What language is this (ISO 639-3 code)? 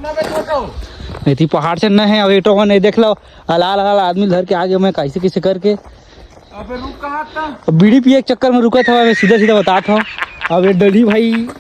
hne